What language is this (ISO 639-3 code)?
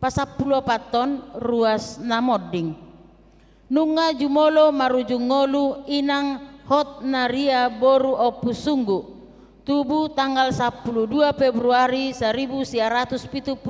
bbc